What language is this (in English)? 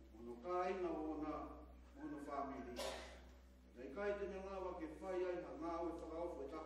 Tongan